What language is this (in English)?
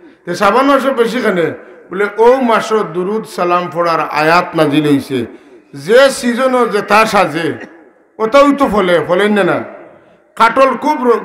Sylheti